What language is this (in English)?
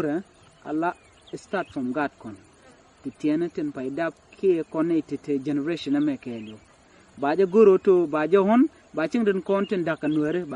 Nuer